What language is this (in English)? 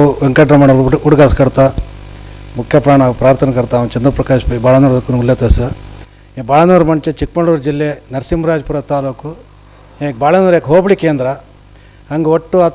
Konkani